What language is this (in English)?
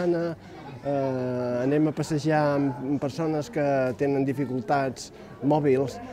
Catalan